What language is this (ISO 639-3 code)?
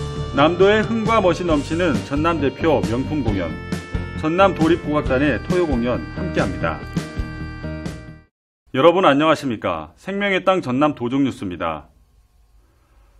kor